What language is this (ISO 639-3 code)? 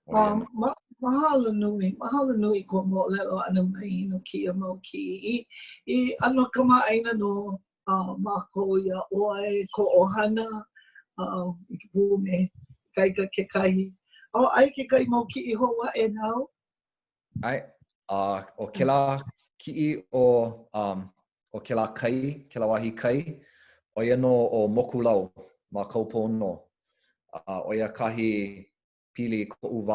haw